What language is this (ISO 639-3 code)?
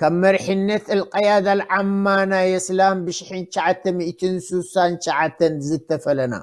tir